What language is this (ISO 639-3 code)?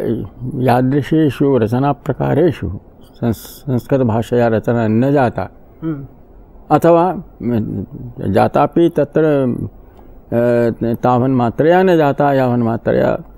san